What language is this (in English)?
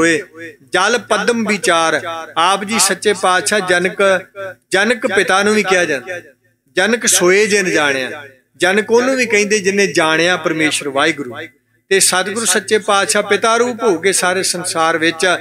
Punjabi